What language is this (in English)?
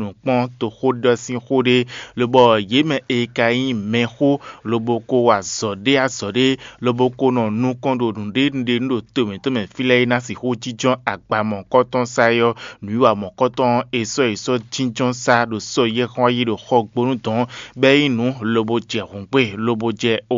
Fon